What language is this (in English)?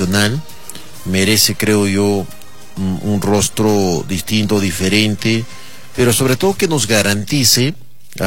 Spanish